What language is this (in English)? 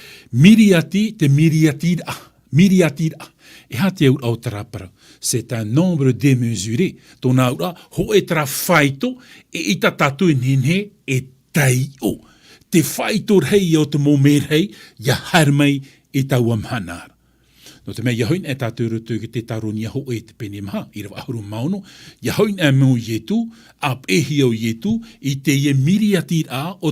Tahitian